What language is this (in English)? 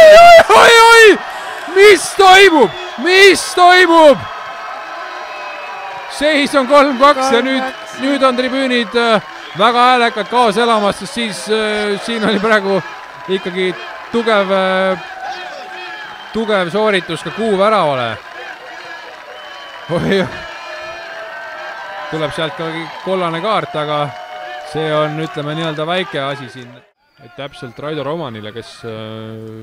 Estonian